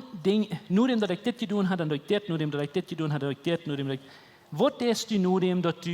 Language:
Plautdietsch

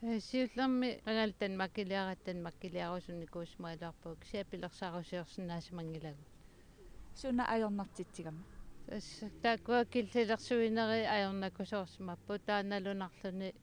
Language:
Kalaallisut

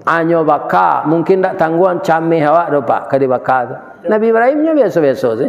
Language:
Minangkabau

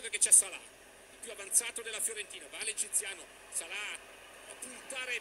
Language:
Italian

